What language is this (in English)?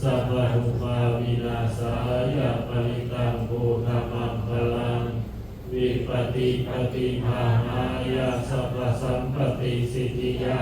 Pali